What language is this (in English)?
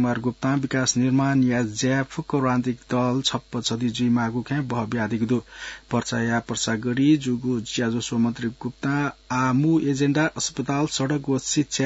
Newari